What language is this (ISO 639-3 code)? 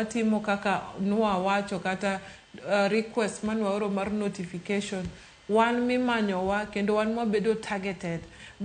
luo